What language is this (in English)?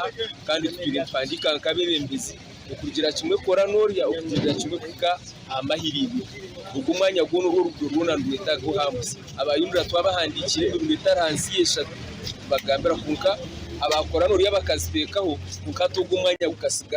Nyankole